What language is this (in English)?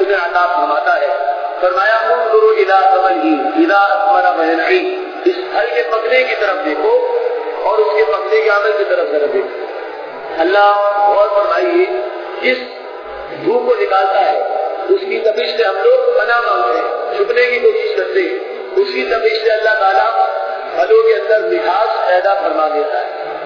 Urdu